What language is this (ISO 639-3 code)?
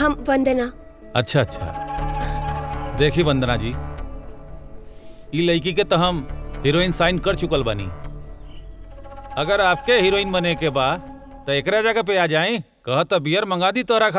bho